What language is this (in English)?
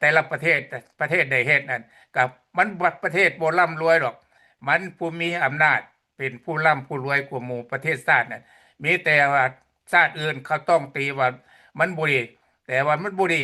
Lao